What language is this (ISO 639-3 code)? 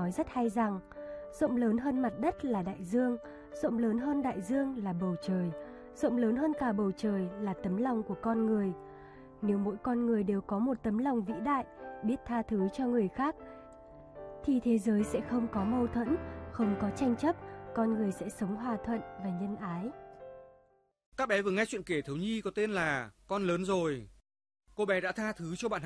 vie